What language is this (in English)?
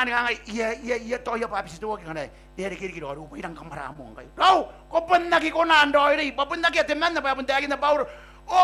Gilbertese